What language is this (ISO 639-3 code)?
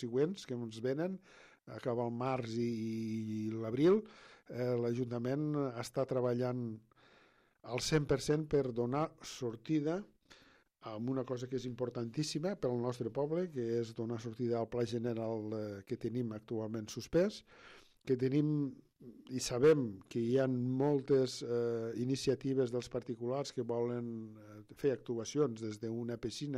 cat